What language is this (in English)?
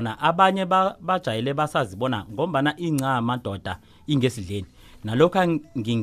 South Ndebele